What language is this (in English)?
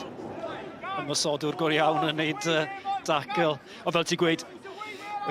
Welsh